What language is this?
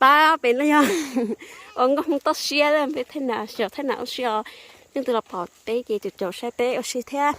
Hmong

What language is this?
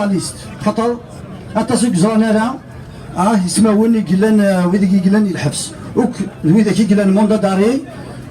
Kabyle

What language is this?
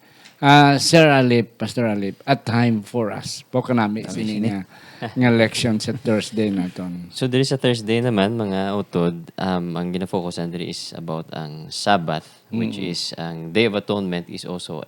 Hiligaynon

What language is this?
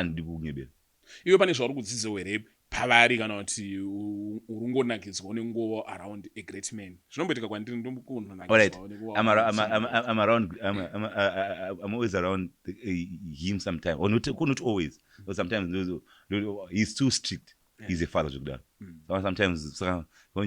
Shona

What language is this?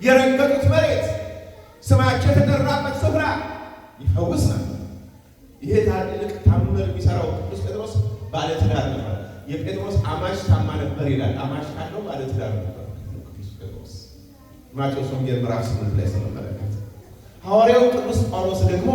Amharic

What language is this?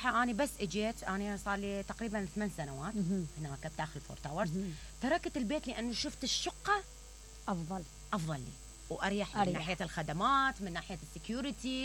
Mesopotamian Arabic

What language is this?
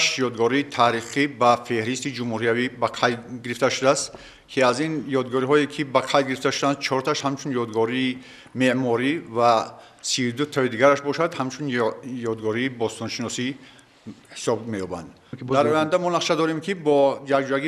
Tajik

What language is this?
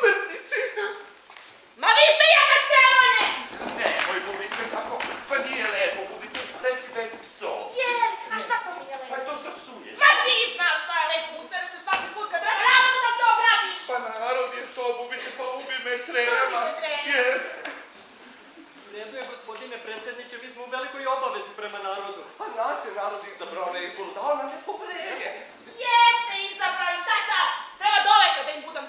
Serbian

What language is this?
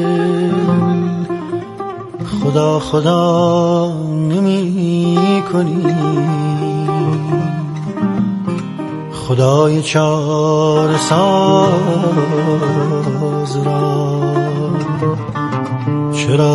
Persian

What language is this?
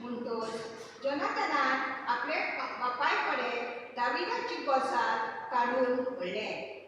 Konkani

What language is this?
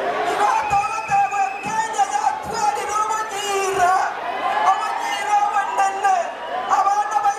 Gusii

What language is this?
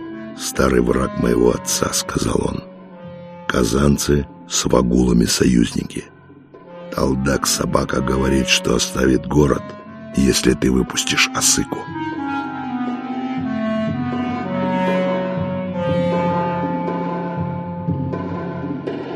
Russian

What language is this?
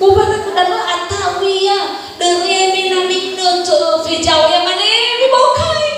Nias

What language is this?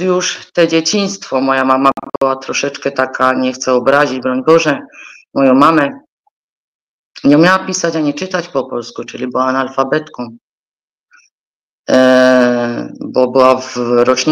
Polish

